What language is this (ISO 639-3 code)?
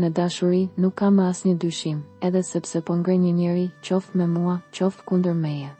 sqi